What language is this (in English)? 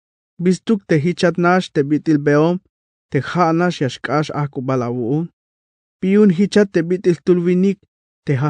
Tzeltal